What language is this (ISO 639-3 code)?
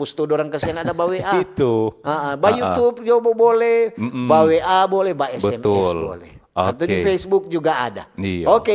xmm